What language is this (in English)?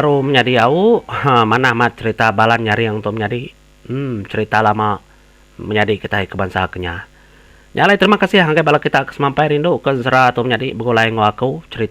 Iban